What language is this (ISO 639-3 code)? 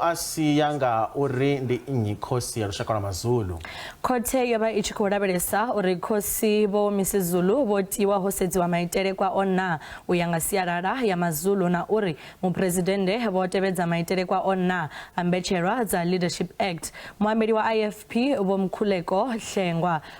ven